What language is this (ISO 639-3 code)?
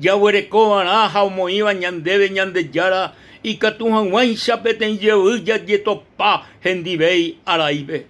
grn